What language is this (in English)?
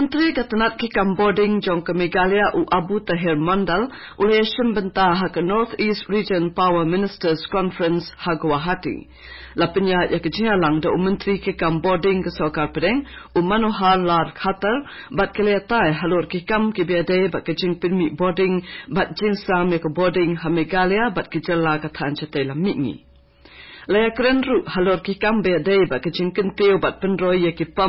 Khasi